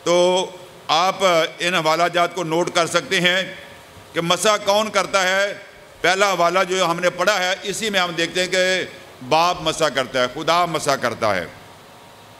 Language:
Urdu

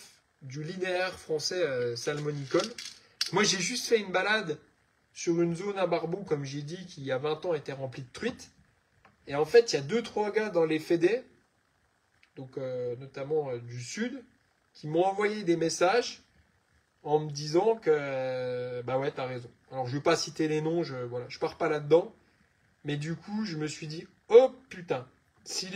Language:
French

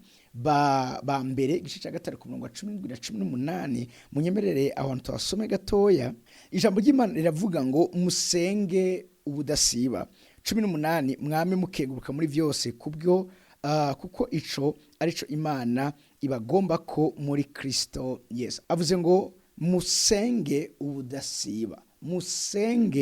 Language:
Rundi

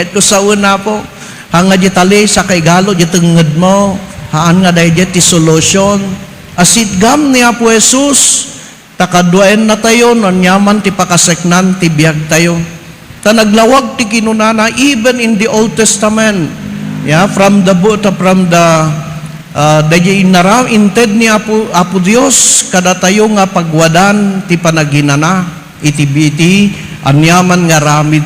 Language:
Iloko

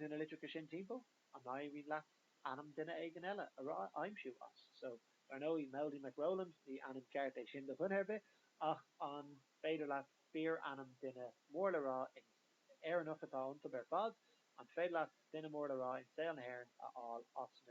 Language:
Irish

